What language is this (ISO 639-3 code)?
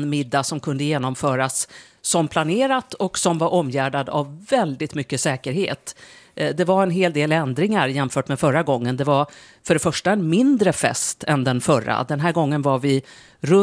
swe